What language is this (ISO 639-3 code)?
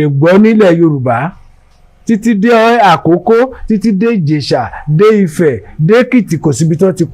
yor